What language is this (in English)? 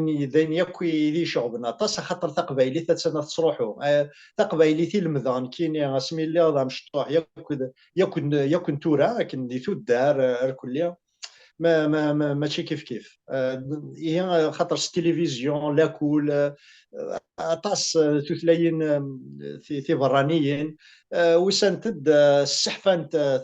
Kabyle